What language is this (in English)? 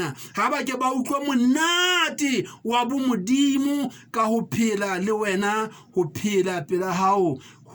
Southern Sotho